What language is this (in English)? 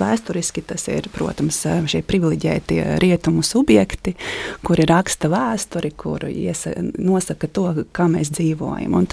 Latvian